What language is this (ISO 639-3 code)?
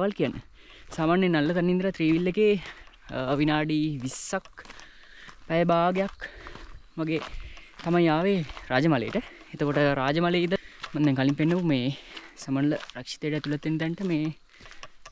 sin